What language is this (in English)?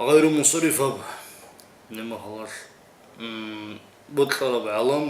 Avaric